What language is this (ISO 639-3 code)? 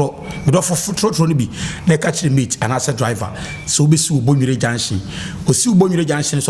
aka